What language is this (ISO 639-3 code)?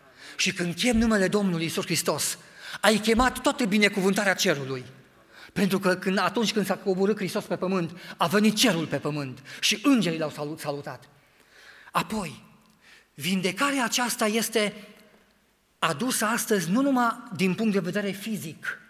ron